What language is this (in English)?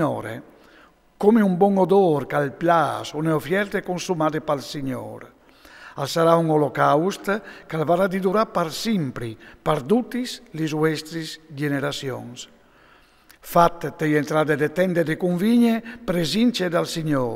Friulian